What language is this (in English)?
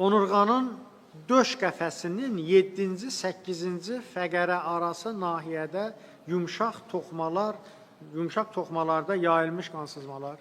Azerbaijani